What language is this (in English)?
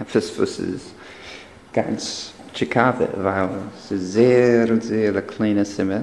Yiddish